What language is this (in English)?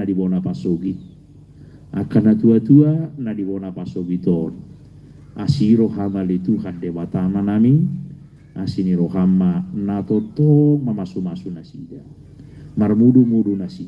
Batak Toba